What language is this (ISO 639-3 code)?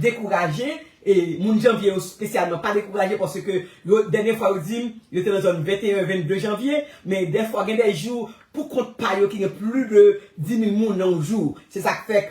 hat